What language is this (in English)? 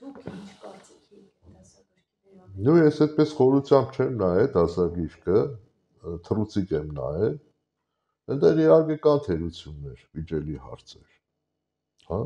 Armenian